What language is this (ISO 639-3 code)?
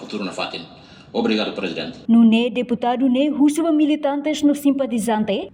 tet